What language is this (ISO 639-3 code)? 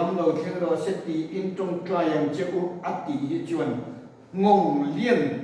lus